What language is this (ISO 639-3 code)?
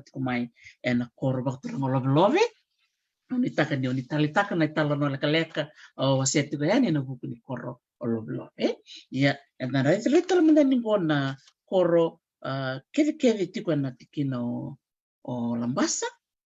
fij